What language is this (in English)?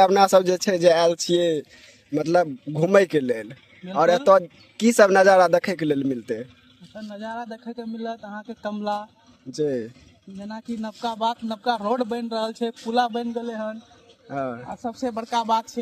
Maithili